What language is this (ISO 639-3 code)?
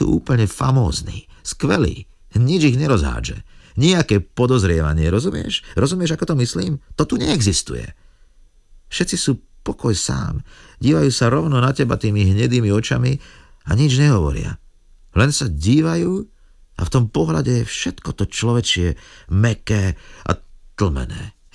slk